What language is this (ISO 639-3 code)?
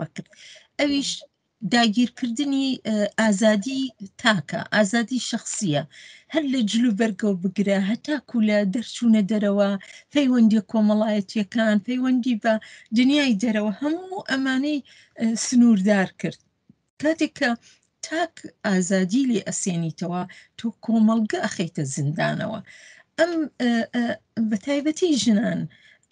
ckb